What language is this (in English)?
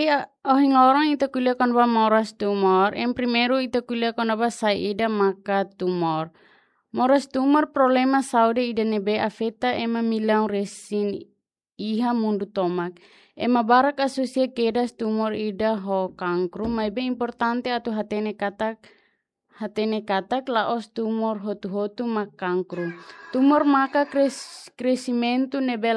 Tetum